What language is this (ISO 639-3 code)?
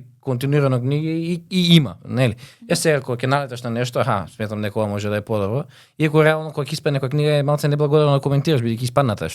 mkd